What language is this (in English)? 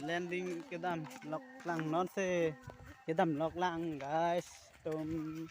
Karbi